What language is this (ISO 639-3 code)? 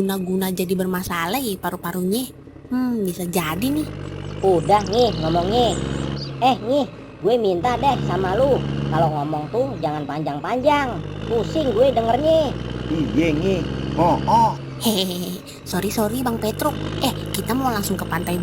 bew